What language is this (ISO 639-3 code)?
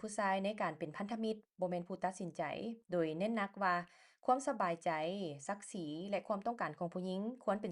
lao